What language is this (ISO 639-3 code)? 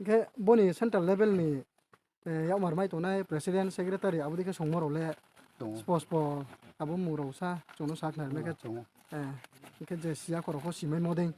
ria